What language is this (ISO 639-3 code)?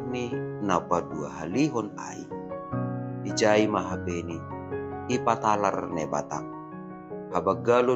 bts